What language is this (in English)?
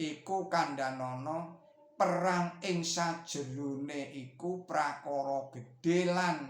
Javanese